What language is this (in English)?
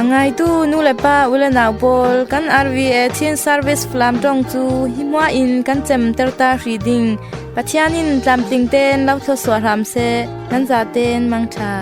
Falam Chin